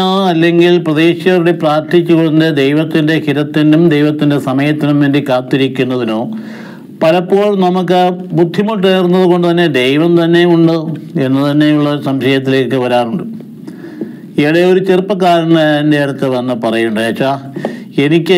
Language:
Malayalam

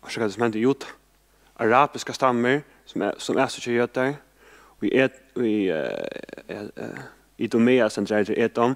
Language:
Faroese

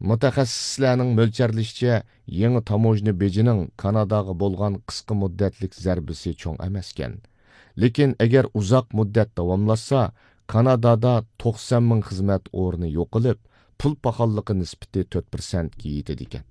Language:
Uyghur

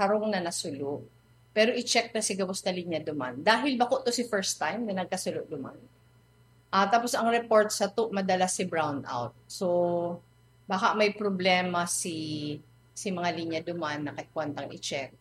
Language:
Bikol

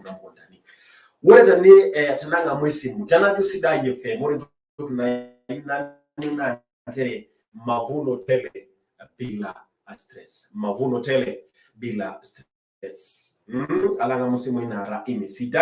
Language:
Masai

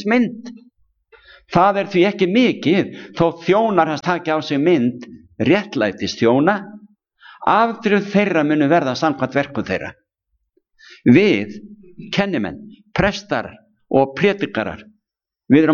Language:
Icelandic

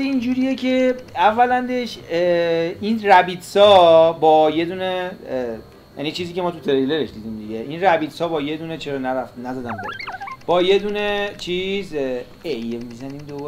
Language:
Persian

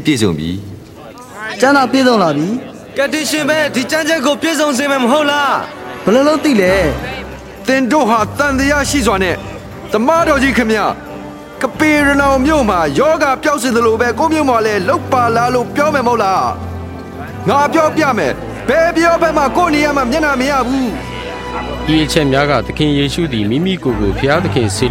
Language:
Burmese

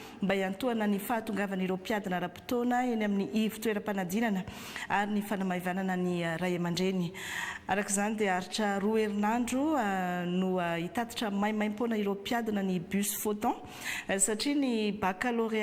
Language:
Malagasy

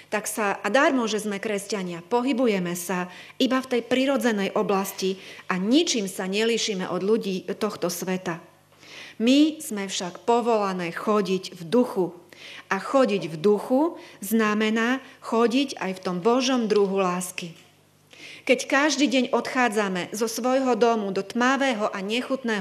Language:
Slovak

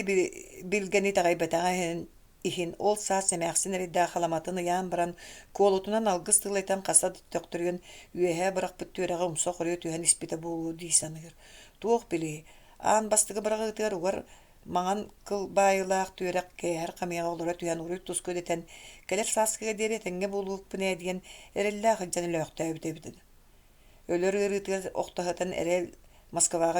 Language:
Yakut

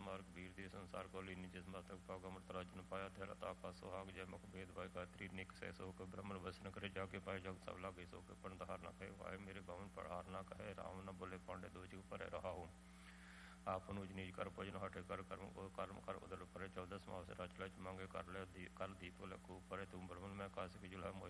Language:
Punjabi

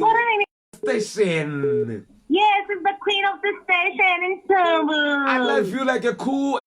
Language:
Venda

